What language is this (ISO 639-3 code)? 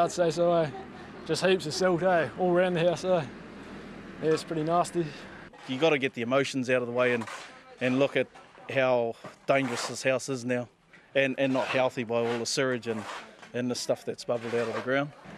mri